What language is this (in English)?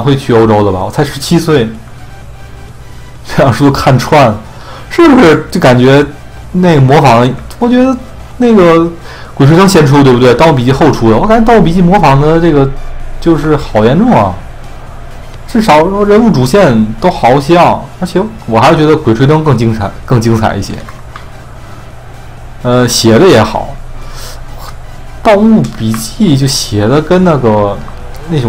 Chinese